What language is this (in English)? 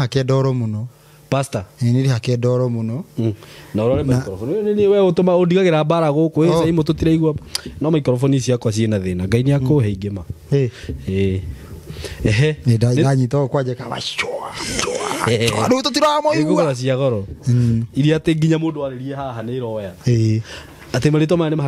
Kikuyu